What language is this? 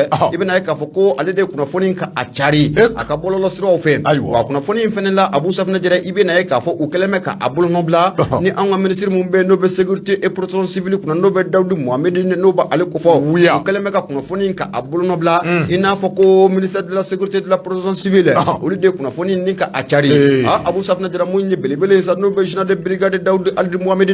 Bambara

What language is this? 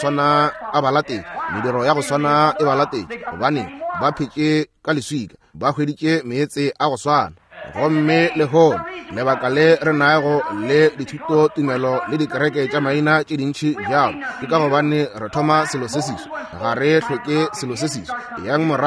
Northern Sotho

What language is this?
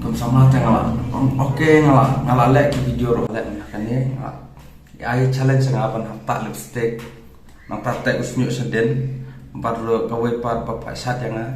Khasi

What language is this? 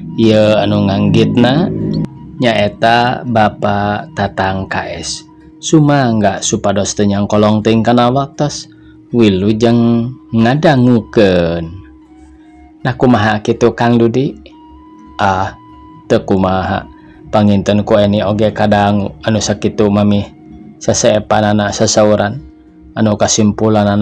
Sundanese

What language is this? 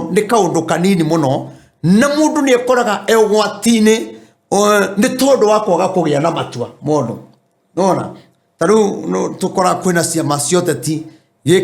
Kikuyu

